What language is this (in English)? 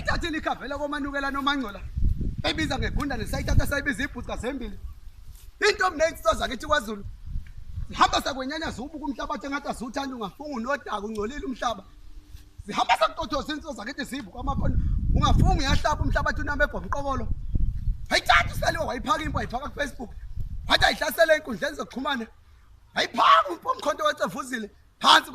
Zulu